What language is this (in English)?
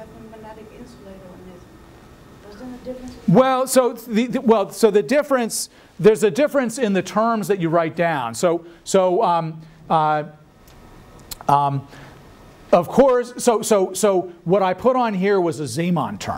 English